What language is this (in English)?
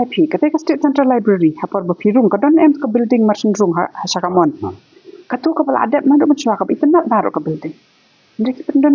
Khasi